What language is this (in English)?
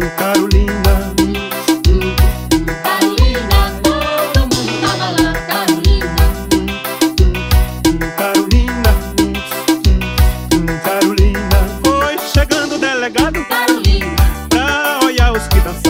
Portuguese